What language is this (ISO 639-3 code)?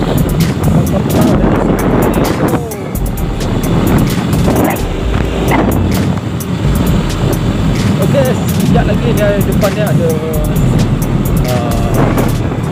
msa